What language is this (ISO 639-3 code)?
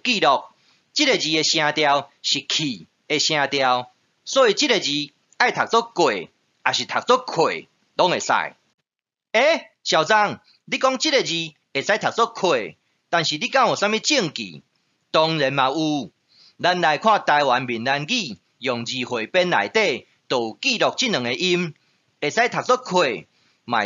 nan